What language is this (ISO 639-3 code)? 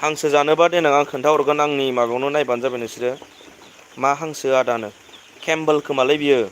brx